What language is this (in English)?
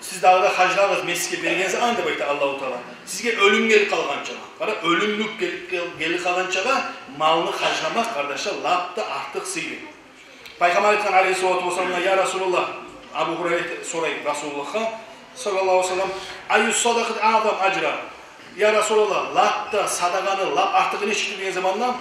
Kumyk